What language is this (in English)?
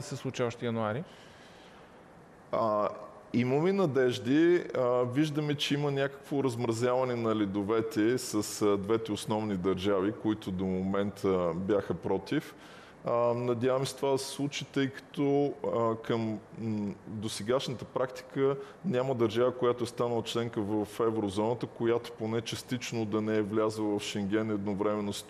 Bulgarian